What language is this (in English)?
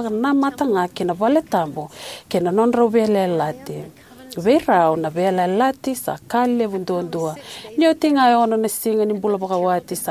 Fijian